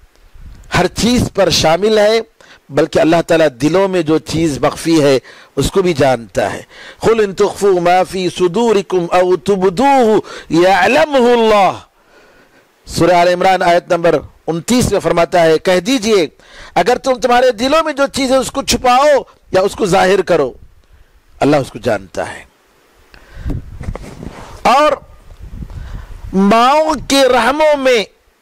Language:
Urdu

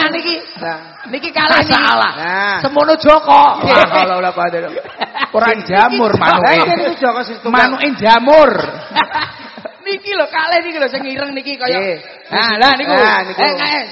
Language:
Javanese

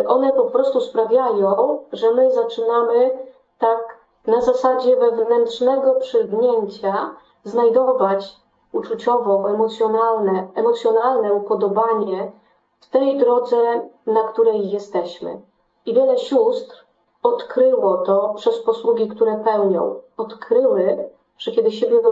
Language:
Polish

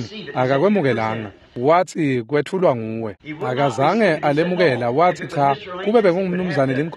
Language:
Swati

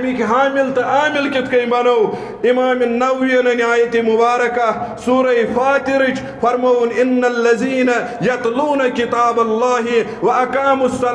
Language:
Kashmiri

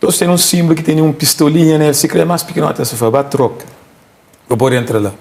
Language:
Kabuverdianu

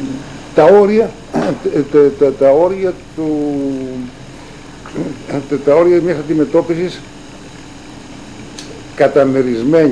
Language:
Greek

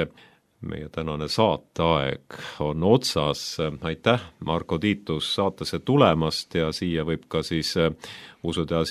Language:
Estonian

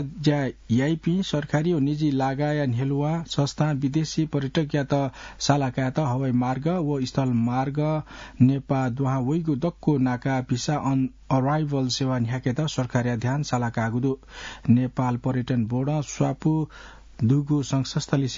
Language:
Newari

